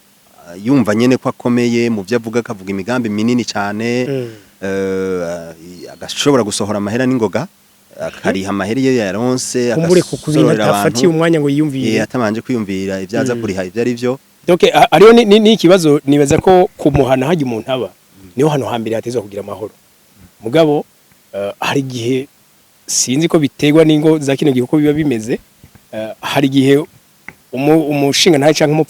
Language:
Rundi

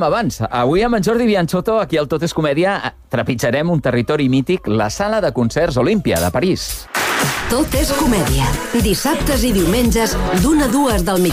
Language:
Catalan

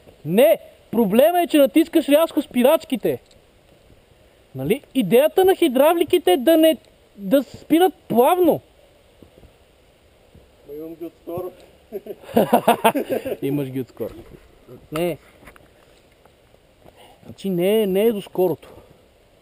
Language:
Bulgarian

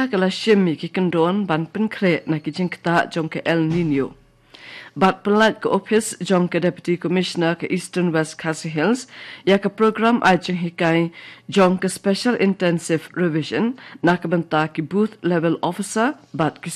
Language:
Khasi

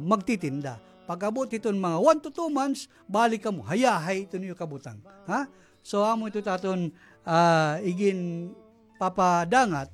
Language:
Waray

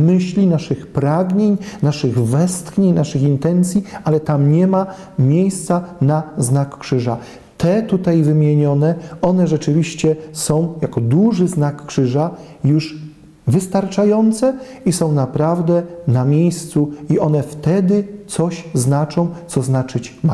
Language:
Polish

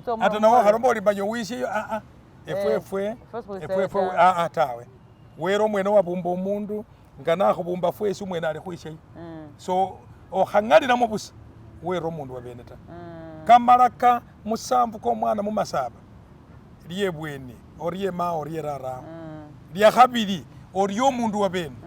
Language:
Masaaba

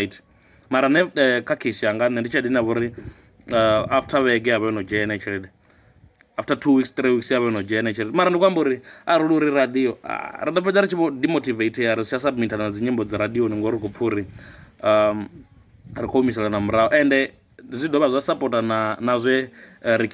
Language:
Venda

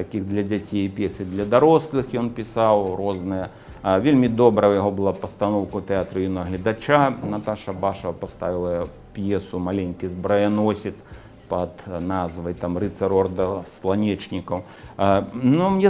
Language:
Belarusian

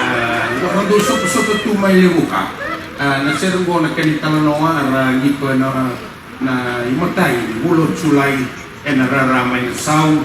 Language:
Fijian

